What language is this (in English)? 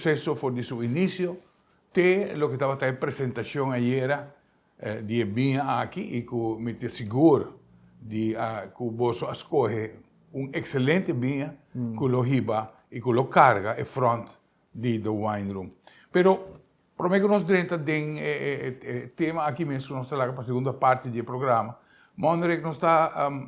Papiamento